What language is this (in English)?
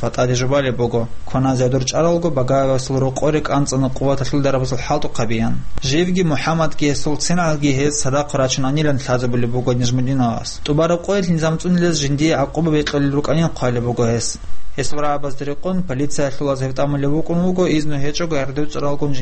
Avaric